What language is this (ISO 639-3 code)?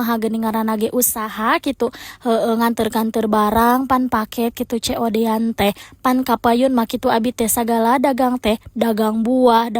sun